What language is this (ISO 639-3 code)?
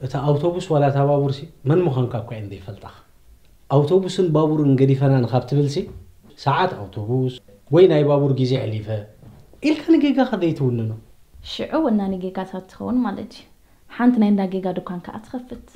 tir